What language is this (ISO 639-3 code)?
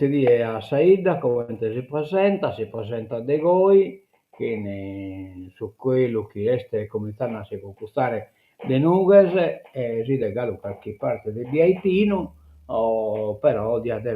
srd